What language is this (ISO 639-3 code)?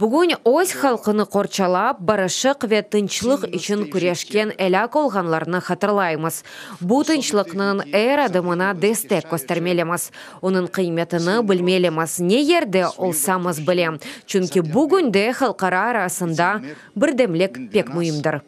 crh